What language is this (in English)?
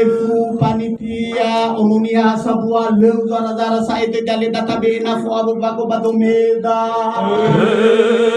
Nias